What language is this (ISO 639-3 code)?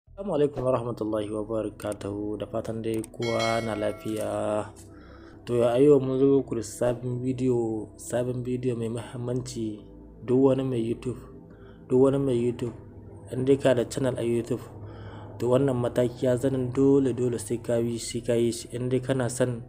hau